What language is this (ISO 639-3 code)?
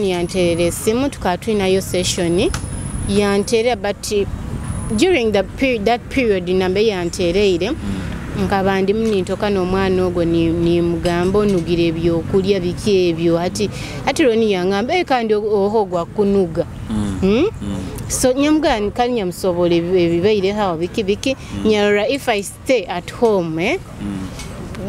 nyo